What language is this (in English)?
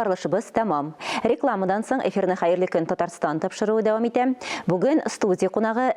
Tatar